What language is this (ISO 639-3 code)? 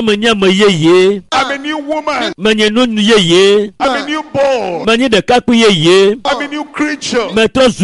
ewe